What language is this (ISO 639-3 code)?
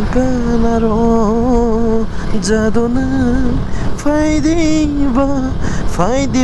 trp